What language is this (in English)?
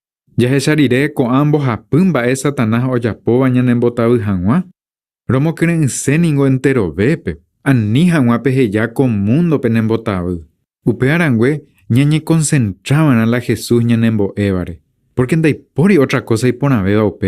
Guarani